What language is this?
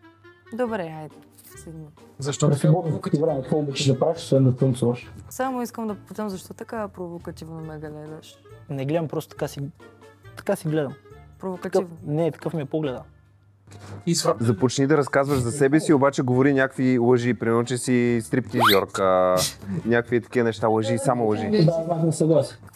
Bulgarian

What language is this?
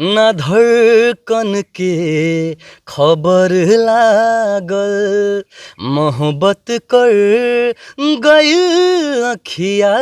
Bhojpuri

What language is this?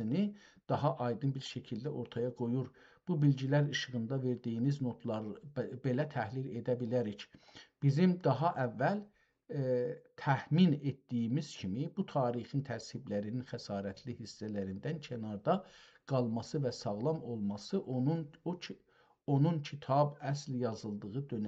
South Azerbaijani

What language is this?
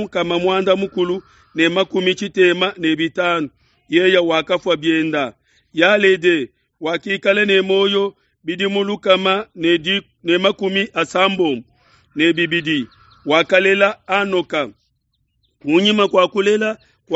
Luba-Lulua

